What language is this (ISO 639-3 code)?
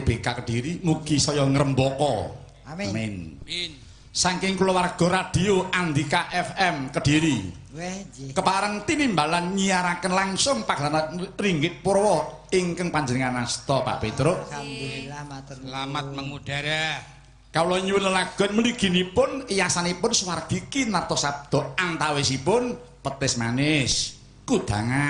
jav